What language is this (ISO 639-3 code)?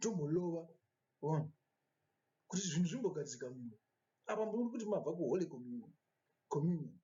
sna